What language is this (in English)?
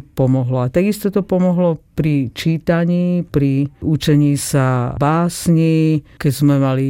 Slovak